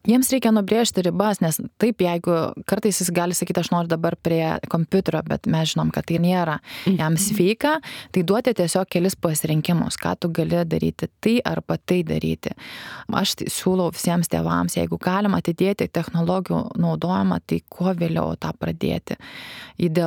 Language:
Lithuanian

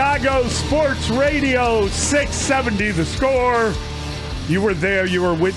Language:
English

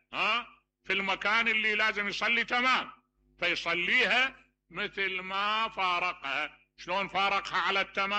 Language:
Mesopotamian Arabic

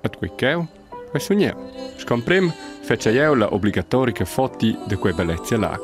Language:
Romansh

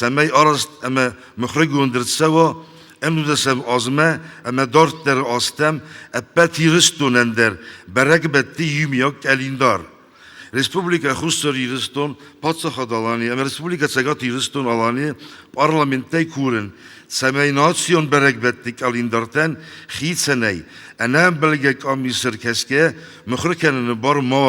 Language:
Ossetic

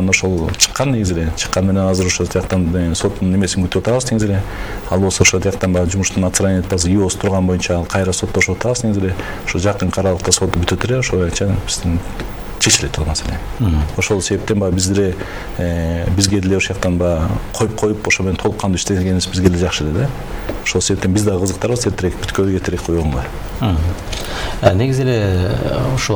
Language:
Kyrgyz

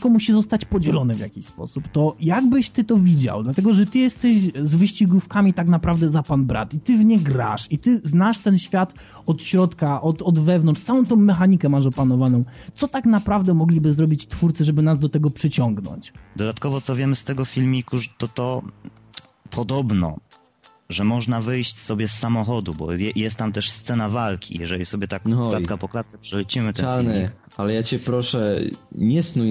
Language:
Polish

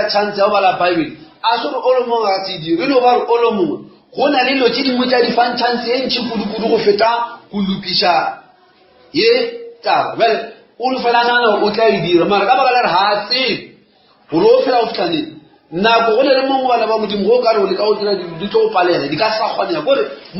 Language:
Northern Sotho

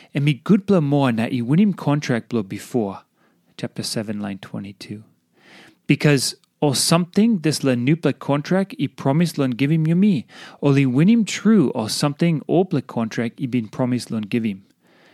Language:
Tok Pisin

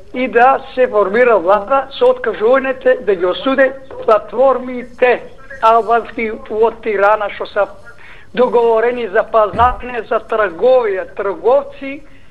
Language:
Macedonian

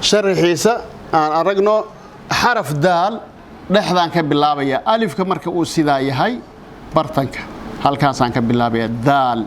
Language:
Somali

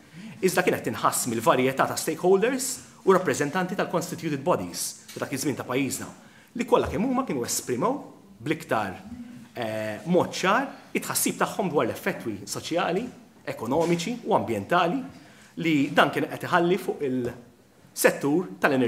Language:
Maltese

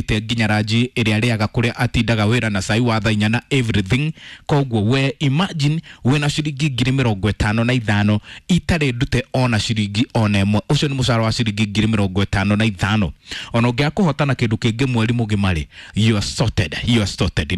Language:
Kikuyu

